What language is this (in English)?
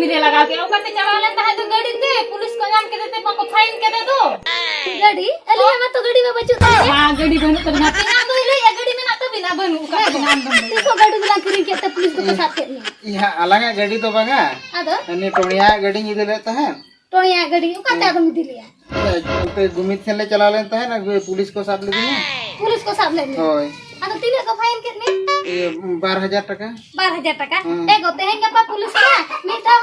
Santali